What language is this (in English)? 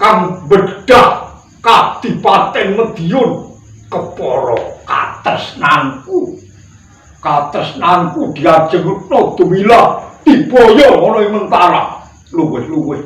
Javanese